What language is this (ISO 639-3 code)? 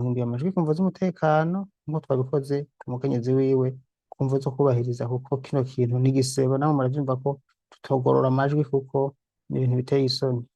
run